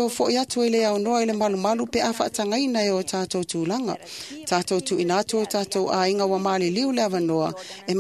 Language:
Samoan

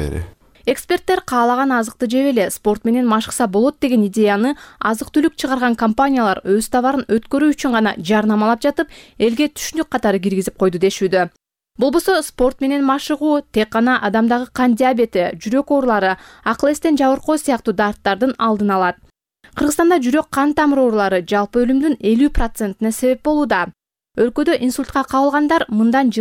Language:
Kyrgyz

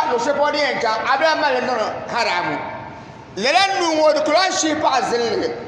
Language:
Dagbani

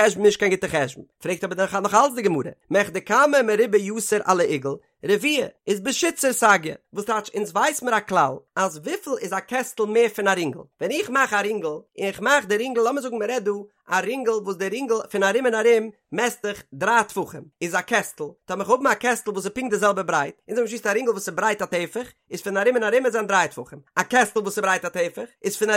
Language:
Yiddish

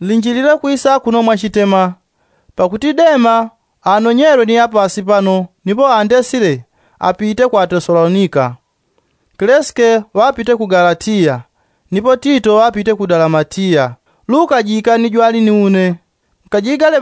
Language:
Yao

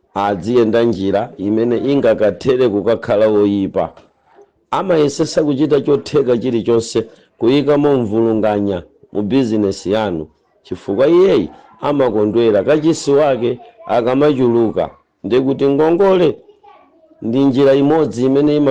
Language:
Nyanja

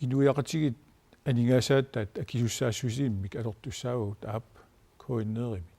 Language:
Kalaallisut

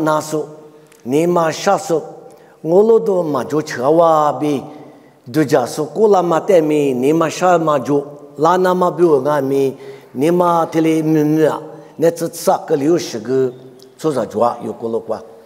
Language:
Lisu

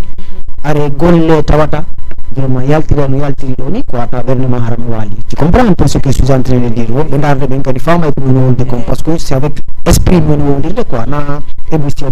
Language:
Fula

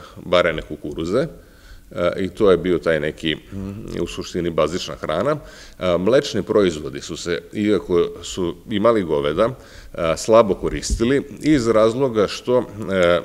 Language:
Serbian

